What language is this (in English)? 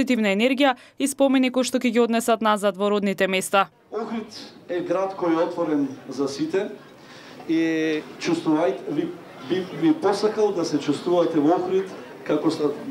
Macedonian